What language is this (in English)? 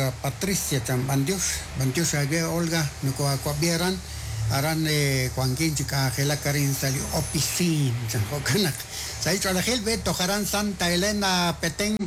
Kekchí